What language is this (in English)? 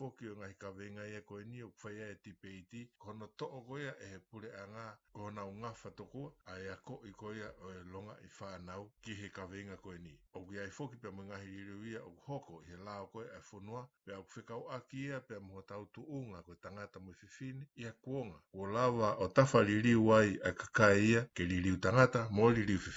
Tongan